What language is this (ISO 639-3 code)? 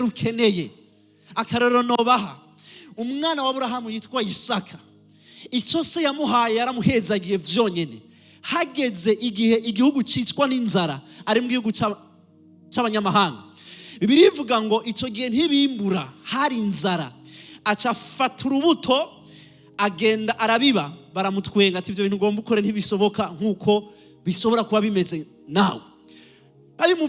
run